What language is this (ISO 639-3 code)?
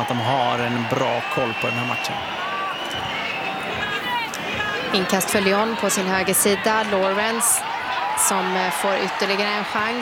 swe